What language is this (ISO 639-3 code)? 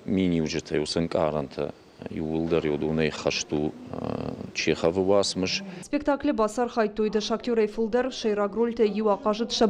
oss